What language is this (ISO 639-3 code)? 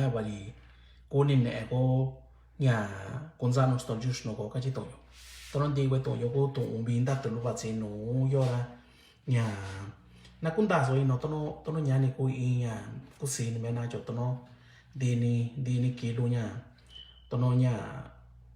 mix